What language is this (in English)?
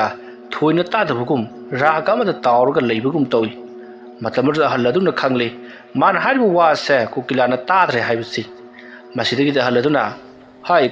Manipuri